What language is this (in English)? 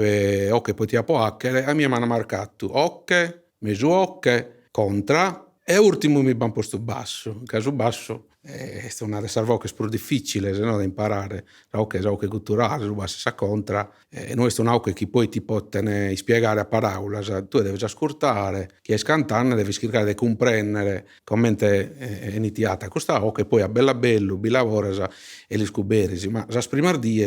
Sardinian